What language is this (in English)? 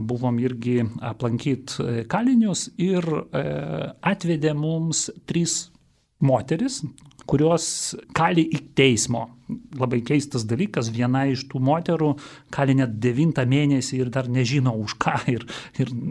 Lithuanian